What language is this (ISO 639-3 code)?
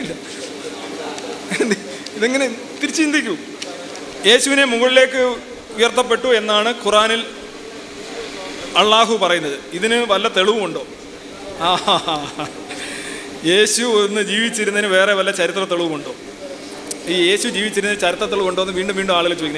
mal